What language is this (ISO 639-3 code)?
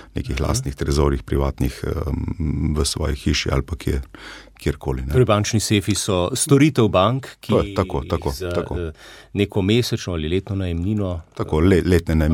slv